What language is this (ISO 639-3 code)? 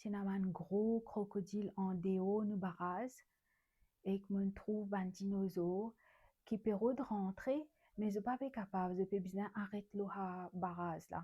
mfe